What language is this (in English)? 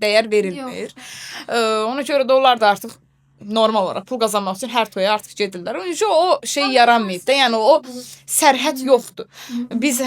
Azerbaijani